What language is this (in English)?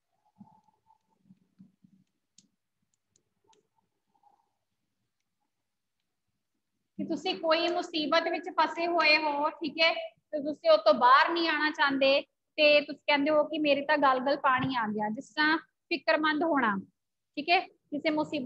Punjabi